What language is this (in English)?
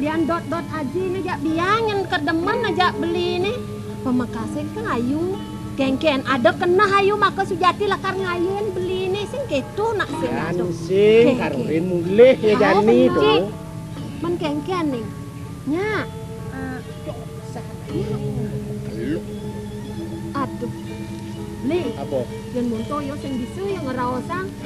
Balinese